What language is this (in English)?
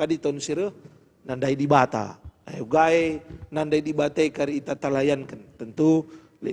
Batak Karo